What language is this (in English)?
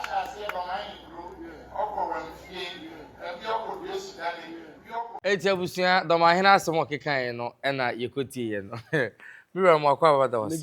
Akan